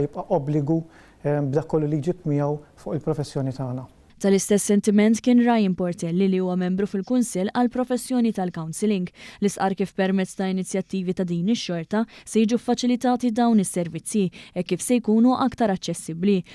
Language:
Maltese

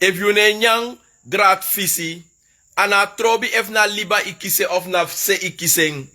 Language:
Sranan Tongo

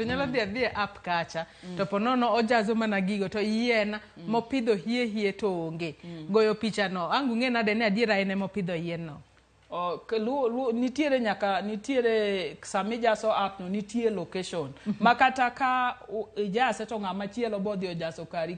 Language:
Luo (Kenya and Tanzania)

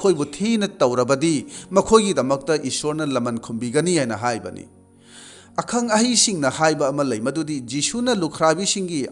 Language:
Manipuri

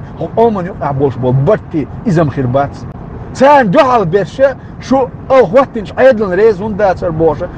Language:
Chechen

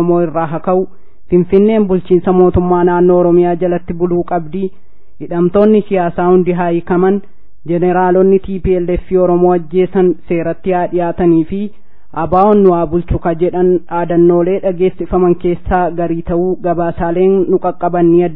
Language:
Oromo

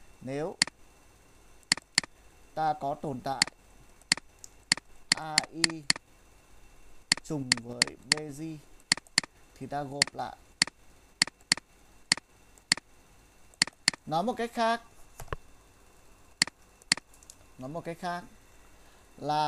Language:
Vietnamese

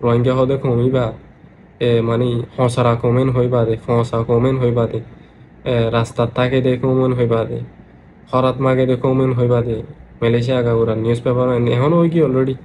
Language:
Rohingya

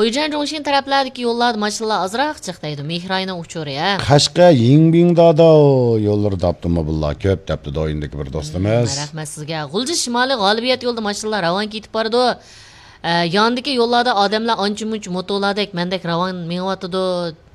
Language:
Uyghur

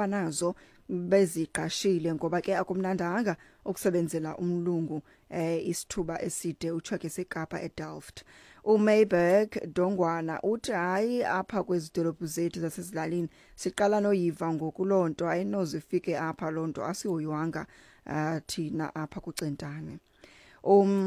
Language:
Xhosa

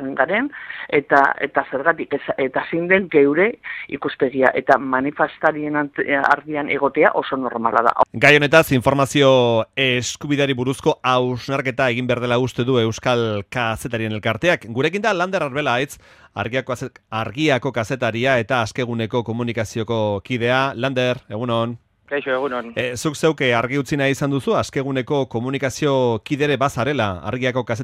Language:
Basque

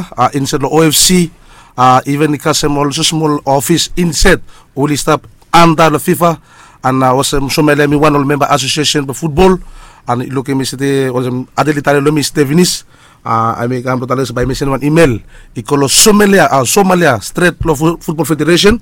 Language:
Bislama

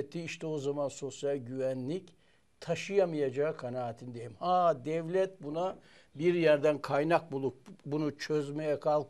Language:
Turkish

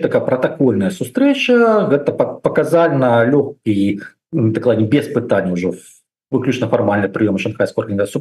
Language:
Belarusian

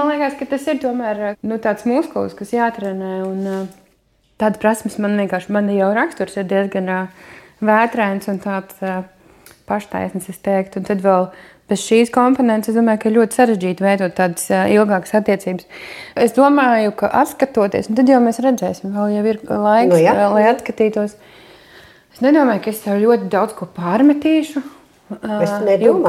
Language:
Latvian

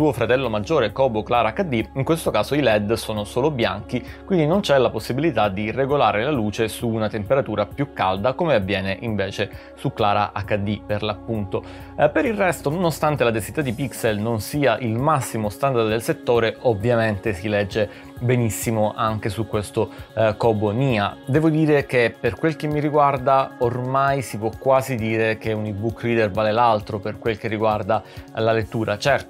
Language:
Italian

